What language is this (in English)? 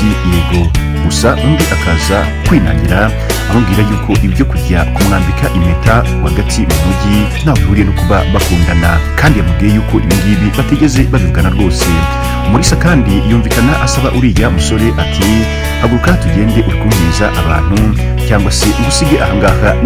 Kinyarwanda